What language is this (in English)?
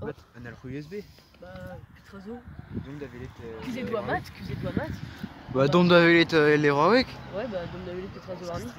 Breton